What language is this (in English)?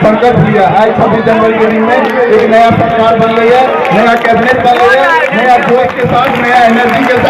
Maithili